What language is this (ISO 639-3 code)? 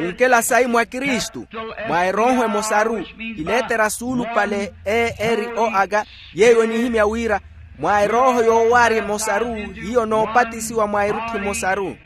vmw